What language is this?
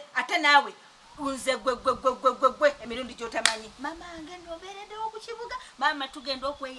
Ganda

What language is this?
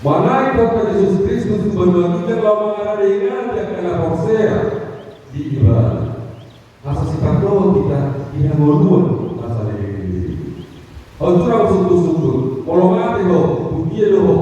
Batak Toba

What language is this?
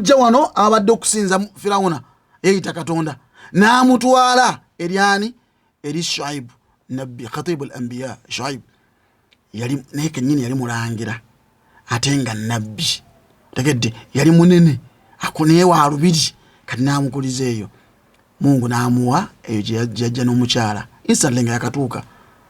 Ganda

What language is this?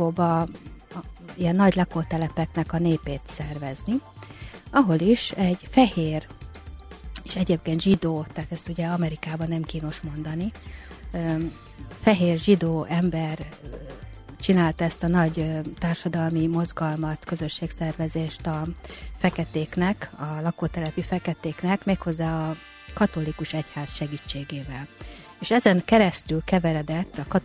Hungarian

